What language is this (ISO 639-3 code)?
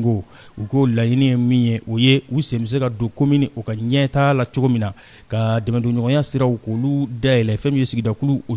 bam